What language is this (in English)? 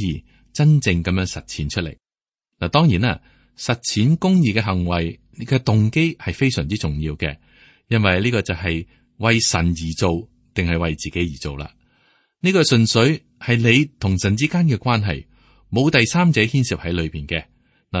Cantonese